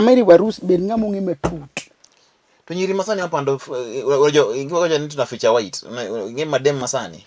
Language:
Luo (Kenya and Tanzania)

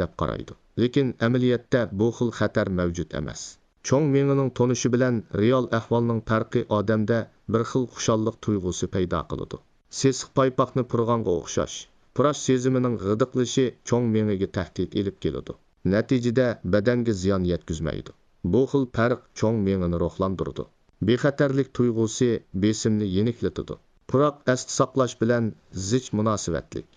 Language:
Uyghur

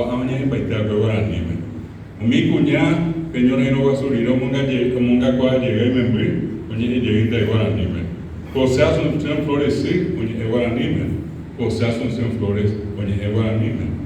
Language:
Guarani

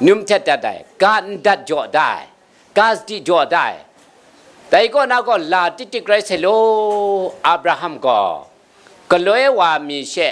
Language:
Kachin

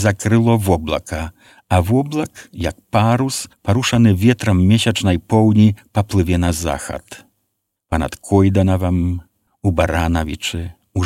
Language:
Belarusian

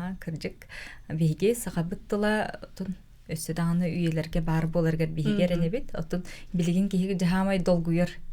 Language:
Yakut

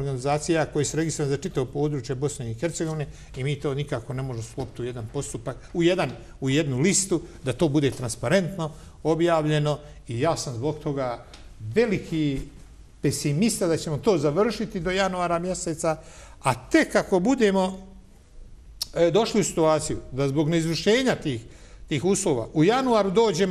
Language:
Bosnian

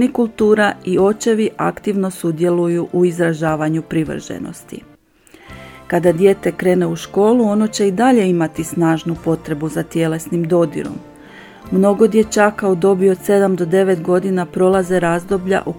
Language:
Croatian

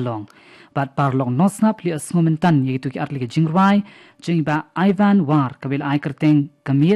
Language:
Khasi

